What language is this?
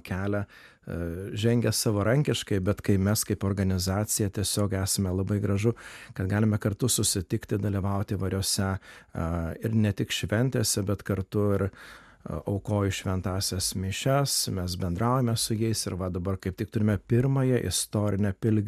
Lithuanian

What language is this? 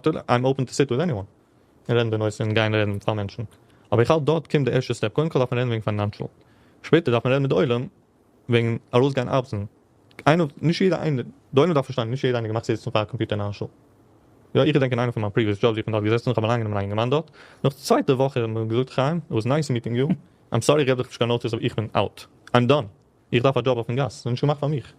Yiddish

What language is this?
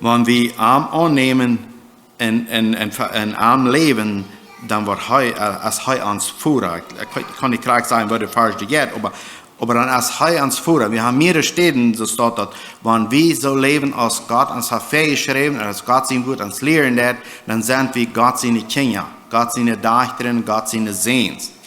Plautdietsch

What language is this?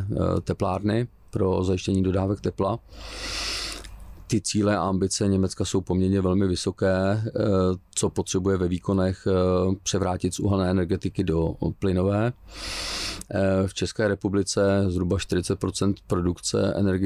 Czech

